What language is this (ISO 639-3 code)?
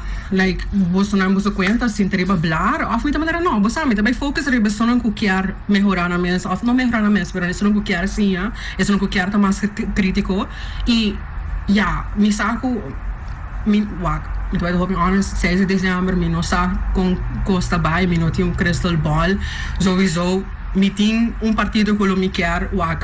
pap